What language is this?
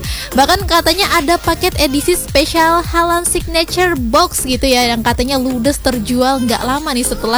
Indonesian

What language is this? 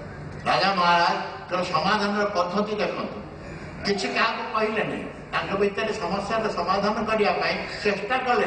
Odia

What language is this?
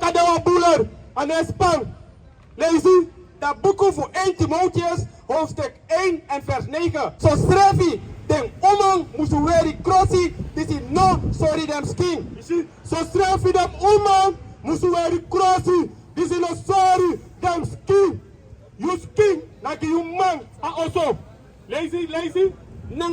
Sranan Tongo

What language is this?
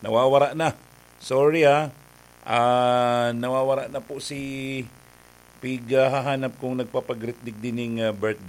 Bikol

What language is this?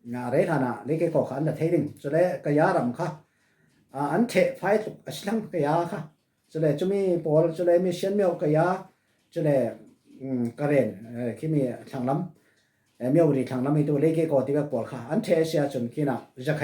Falam Chin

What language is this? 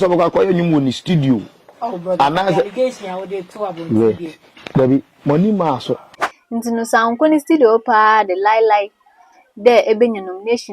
Akan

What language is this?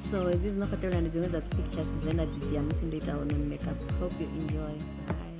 Venda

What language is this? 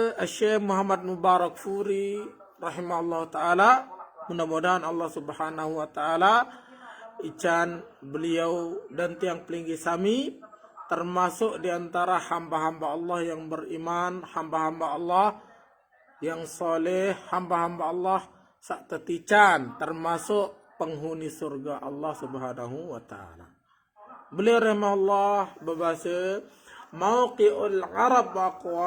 Sasak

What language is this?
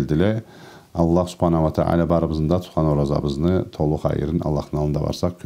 Karachay-Balkar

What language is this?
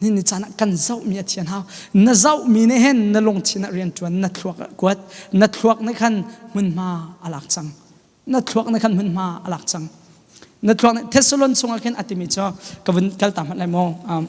Hakha Chin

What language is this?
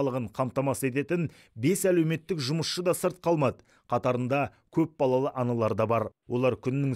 Kazakh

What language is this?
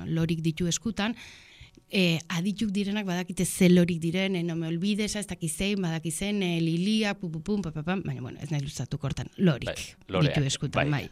Basque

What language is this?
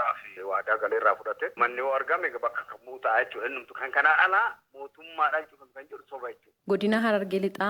Oromo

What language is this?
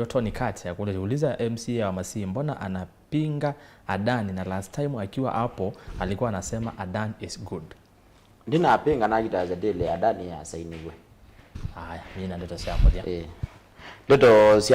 Kamba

